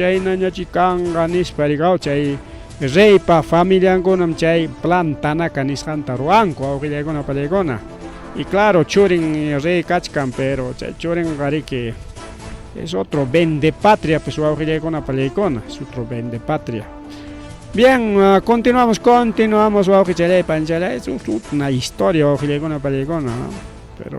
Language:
Ayacucho Quechua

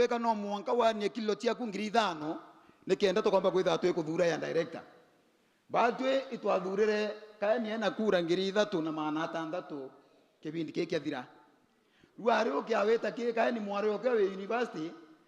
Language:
Meru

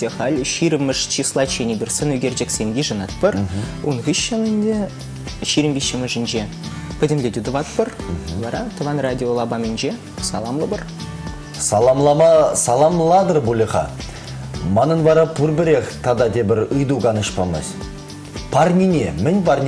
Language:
Chuvash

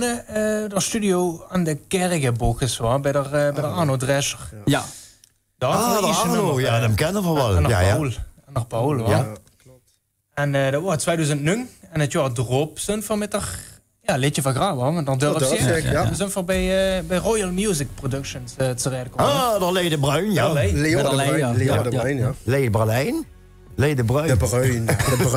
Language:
Limburgish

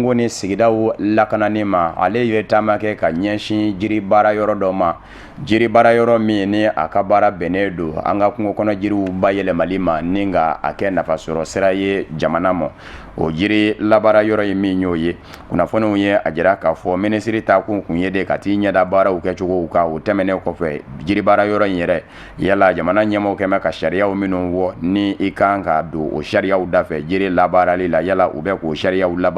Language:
Bambara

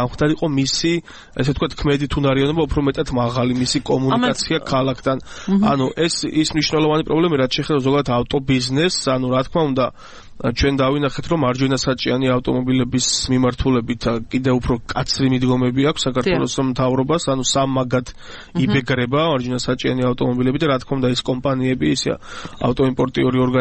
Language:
Georgian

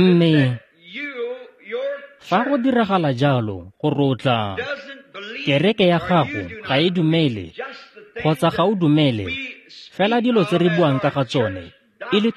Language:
Tswana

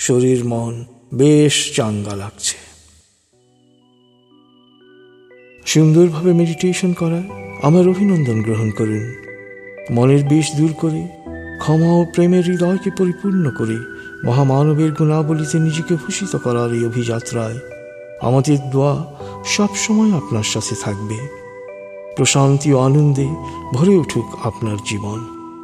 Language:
Bangla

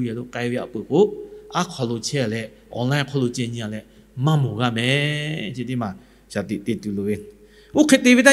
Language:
Lahu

